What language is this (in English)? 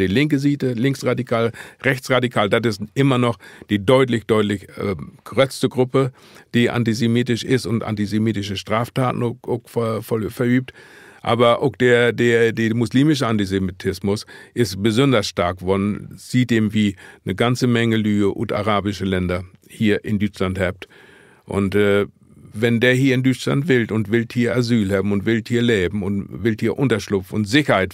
Low German